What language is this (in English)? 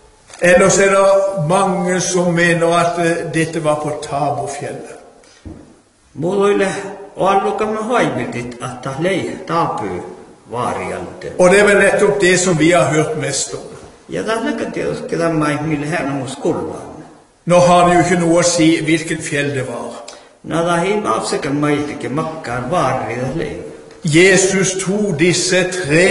Norwegian